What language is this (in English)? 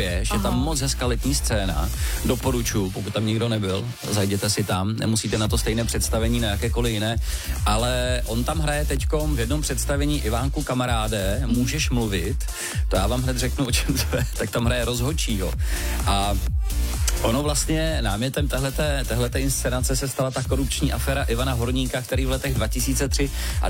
Czech